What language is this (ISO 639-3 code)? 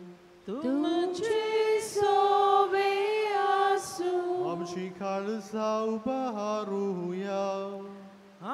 kok